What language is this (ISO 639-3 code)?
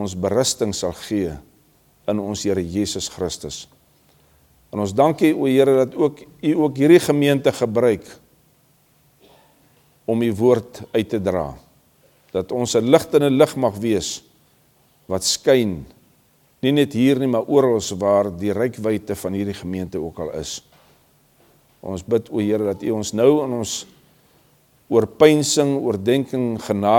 afr